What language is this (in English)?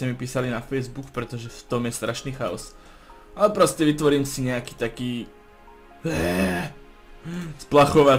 Slovak